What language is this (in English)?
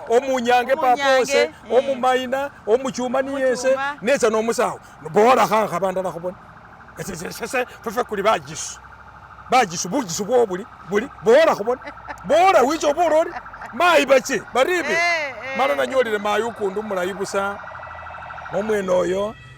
Masaaba